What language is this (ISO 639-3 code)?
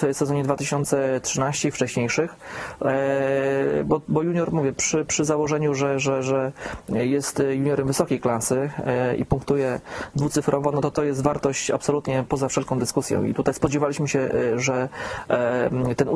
pol